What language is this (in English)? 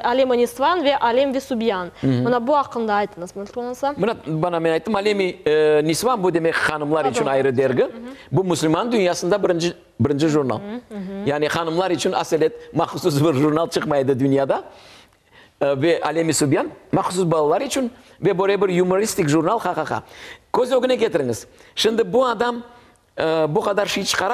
Crimean Tatar